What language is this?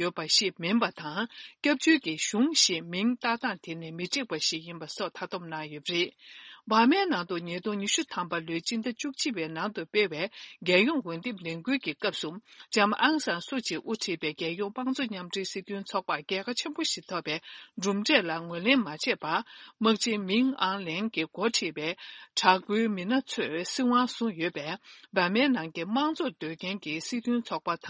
Tibetan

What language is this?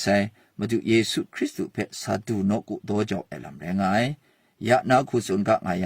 Kachin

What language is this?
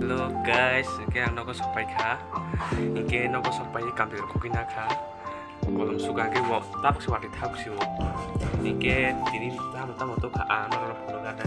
Kok Borok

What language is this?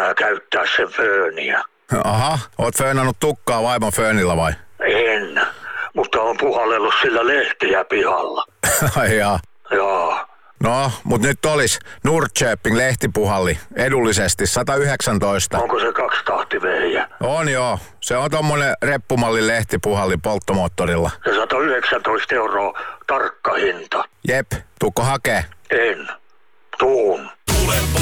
Finnish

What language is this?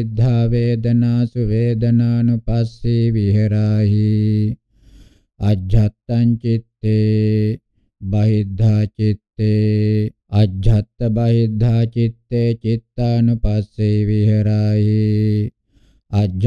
Pali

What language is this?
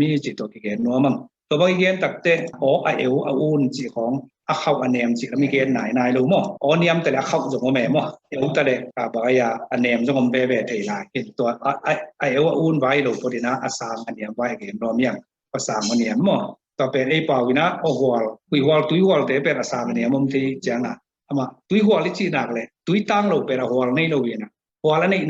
Tedim Chin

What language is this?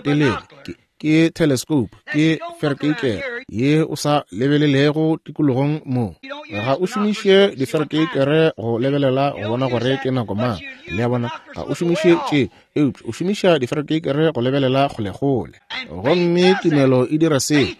Northern Sotho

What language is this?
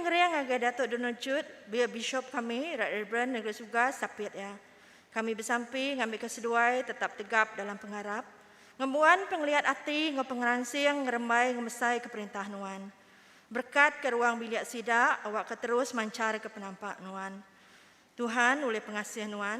Iban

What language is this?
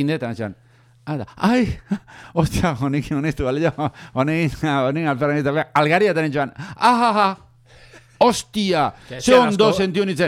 Basque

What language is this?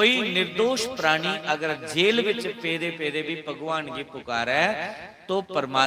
Dogri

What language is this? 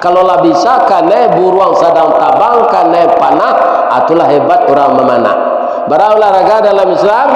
Minangkabau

